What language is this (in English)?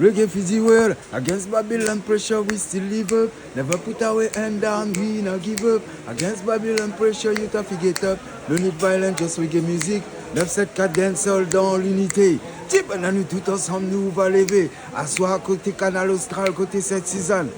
Réunion Creole French